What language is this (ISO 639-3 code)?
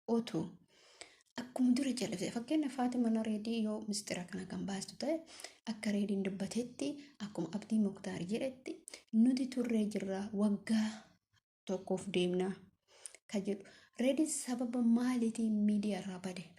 orm